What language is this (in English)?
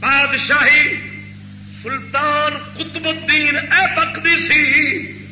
Saraiki